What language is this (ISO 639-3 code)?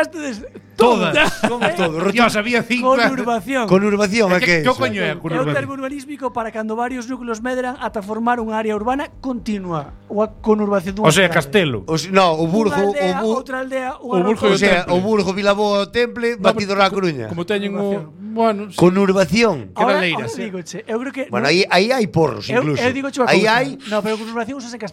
glg